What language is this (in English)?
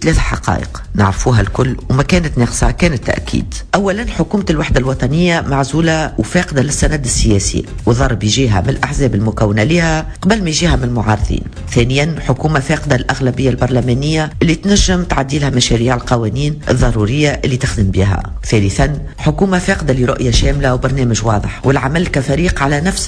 Tunisian Arabic